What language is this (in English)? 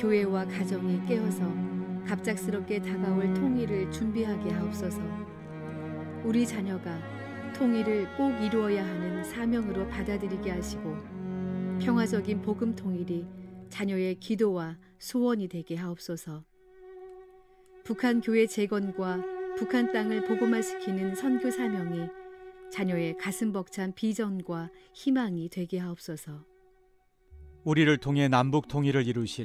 Korean